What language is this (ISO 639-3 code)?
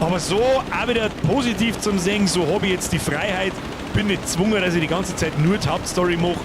bar